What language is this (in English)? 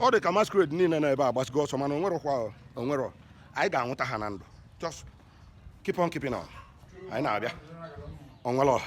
Igbo